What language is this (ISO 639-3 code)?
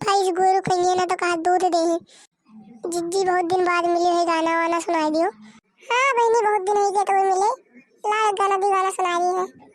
awa